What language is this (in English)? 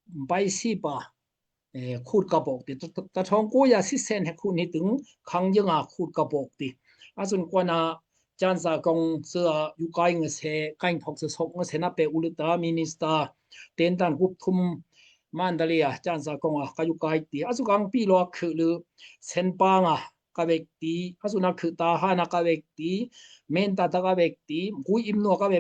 Daai Chin